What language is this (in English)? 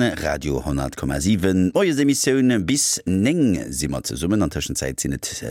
Luxembourgish